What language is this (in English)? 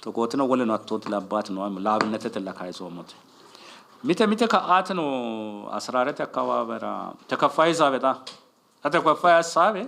Sidamo